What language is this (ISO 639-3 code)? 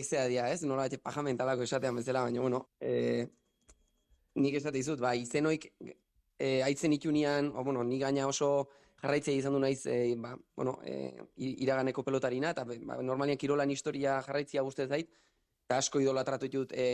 eus